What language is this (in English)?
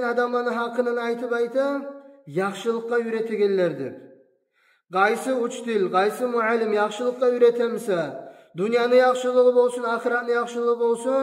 Kumyk